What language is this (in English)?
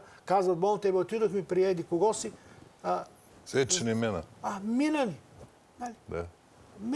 Bulgarian